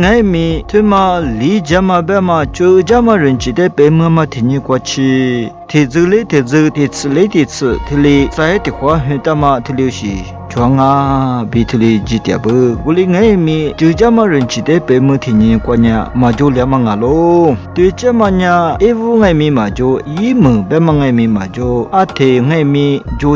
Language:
Lisu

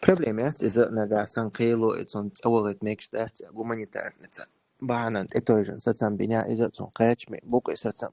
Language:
Chechen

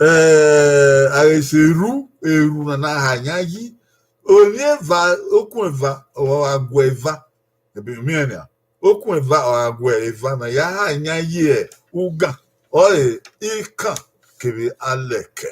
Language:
Bini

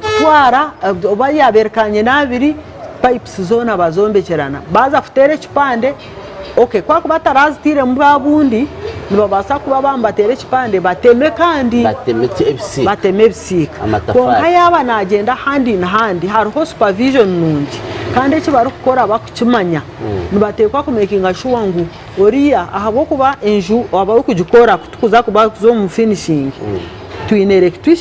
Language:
Nyankole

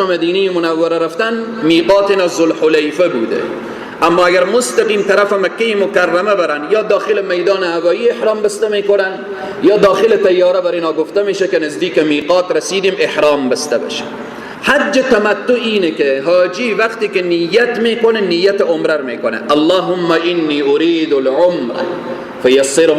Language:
Persian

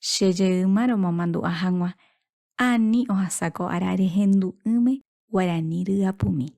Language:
Guarani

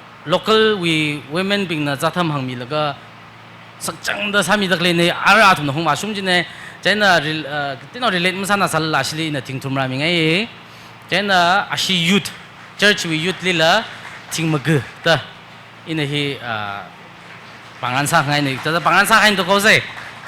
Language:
Tangkhul Naga (India)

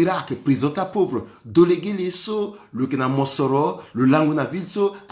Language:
Sango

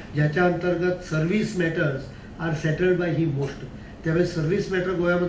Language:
Marathi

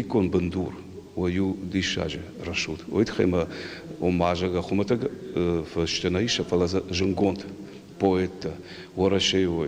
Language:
Ossetic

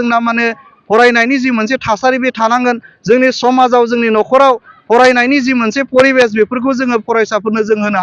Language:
Bodo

